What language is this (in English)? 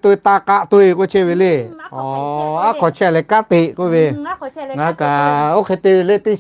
Lahu